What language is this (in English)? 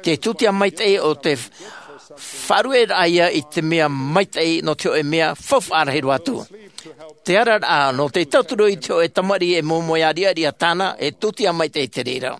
Tahitian